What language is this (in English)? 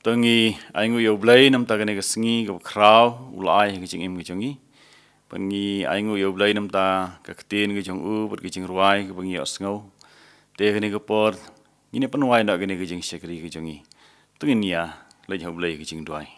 Khasi